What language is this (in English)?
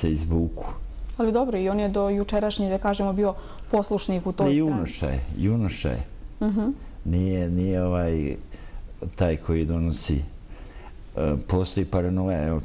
Bosnian